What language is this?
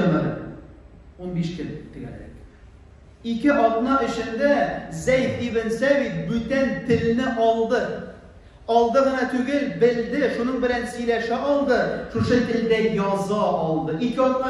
Tatar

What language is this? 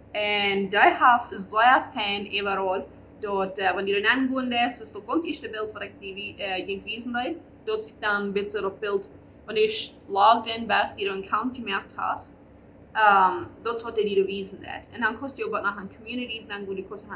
Plautdietsch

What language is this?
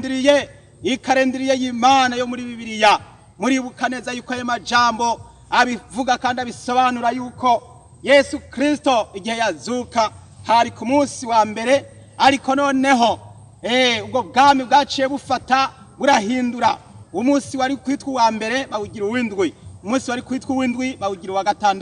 Rundi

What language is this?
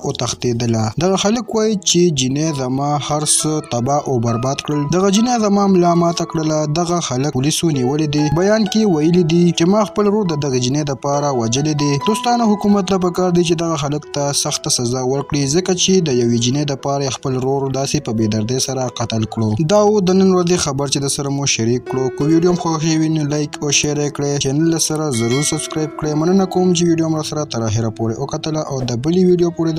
Pashto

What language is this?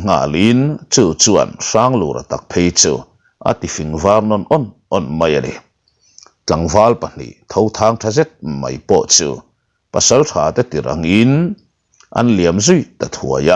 Mizo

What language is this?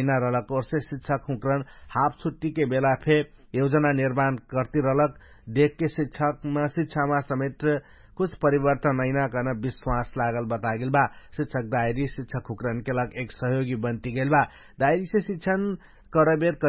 Dangaura Tharu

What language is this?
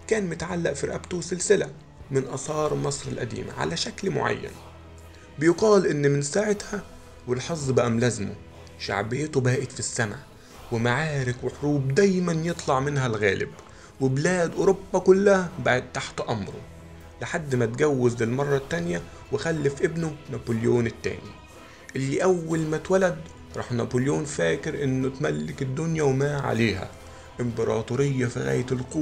Egyptian Arabic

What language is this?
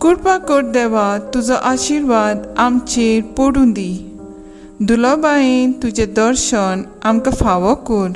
Konkani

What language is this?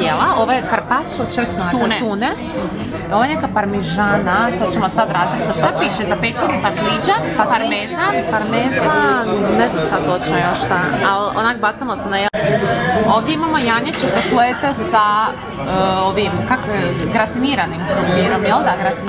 Croatian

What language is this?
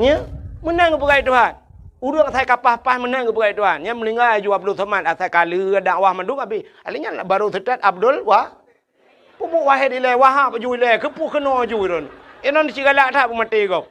Achinese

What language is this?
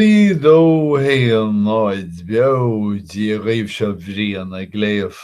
Irish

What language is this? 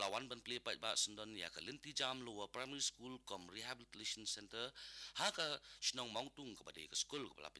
Khasi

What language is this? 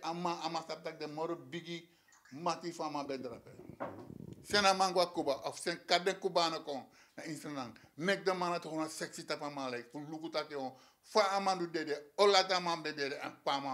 Sranan Tongo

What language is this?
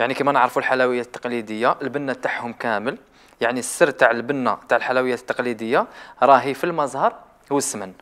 Algerian Arabic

